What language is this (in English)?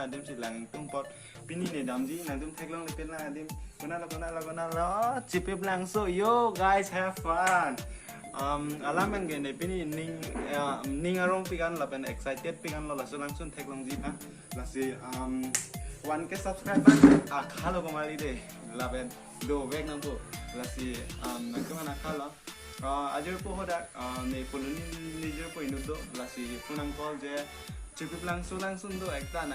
Karbi